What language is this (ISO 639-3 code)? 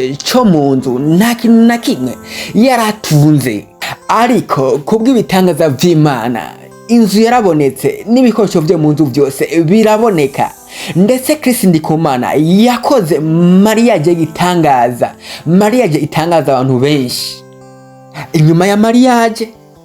run